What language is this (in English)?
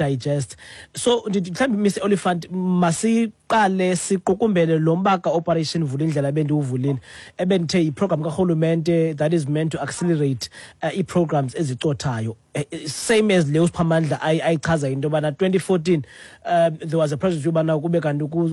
Xhosa